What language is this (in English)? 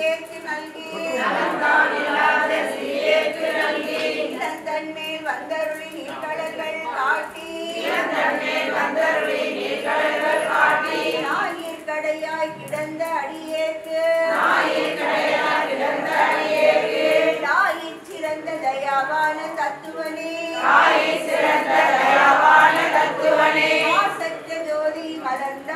Tamil